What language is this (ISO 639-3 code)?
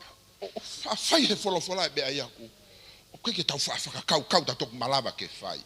ton